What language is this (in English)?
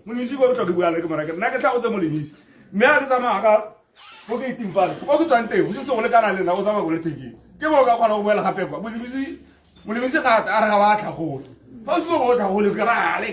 Tswana